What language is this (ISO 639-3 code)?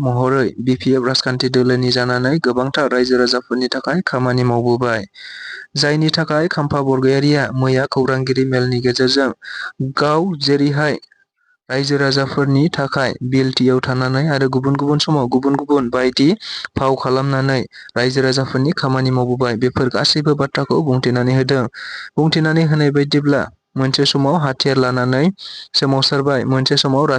brx